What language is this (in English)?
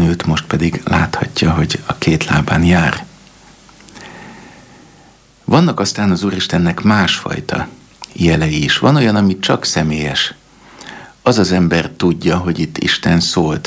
Hungarian